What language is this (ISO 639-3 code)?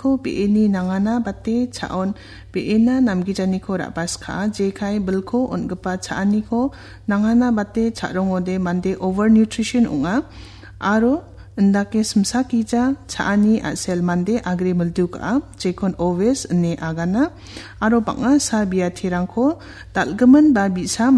grt